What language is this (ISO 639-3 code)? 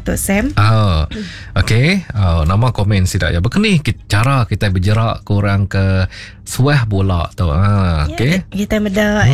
iba